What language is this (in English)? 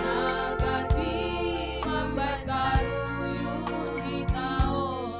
Batak Simalungun